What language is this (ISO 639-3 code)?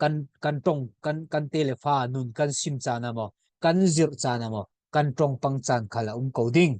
cfm